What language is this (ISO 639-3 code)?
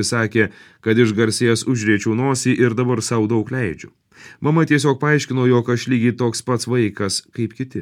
lit